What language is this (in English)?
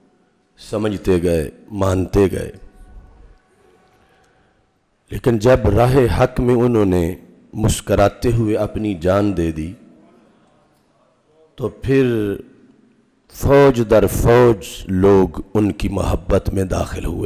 Urdu